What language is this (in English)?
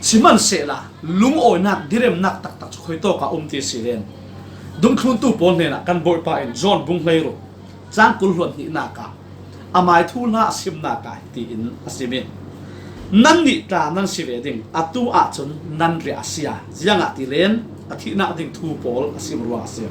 Falam Chin